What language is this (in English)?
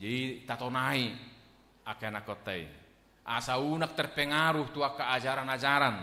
Batak Toba